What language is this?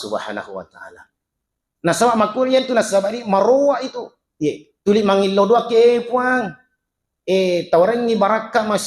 Buginese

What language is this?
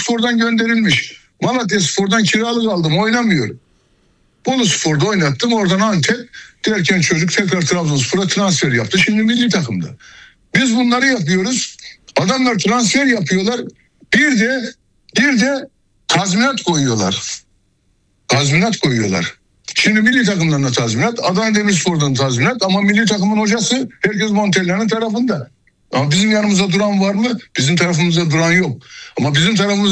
Turkish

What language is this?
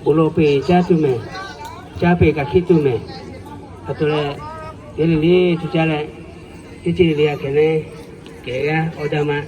Lahu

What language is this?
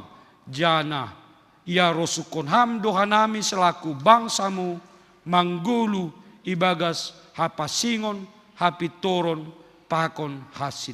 Batak Simalungun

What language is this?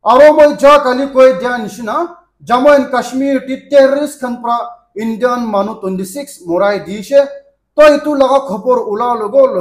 Naga Pidgin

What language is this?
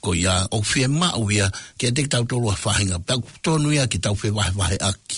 Tongan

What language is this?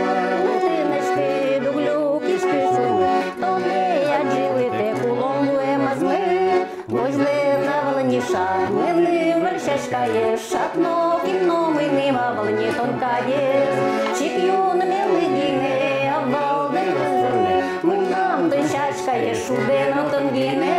Udmurt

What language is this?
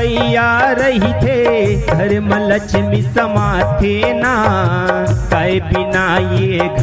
Chhattisgarhi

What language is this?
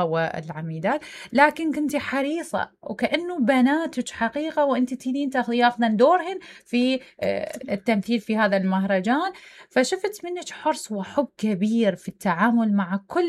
Mesopotamian Arabic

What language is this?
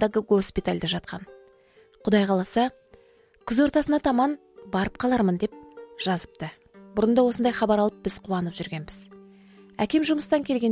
Kazakh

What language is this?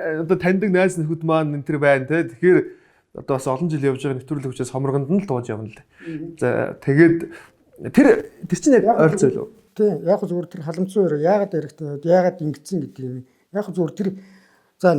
Mongolian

